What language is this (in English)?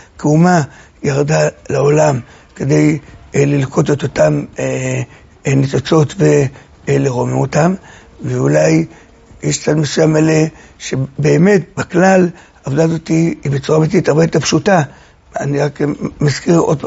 Hebrew